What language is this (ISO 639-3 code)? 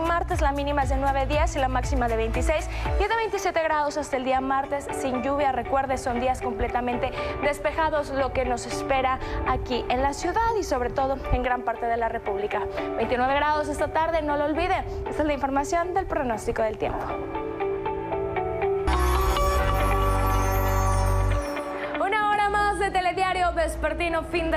spa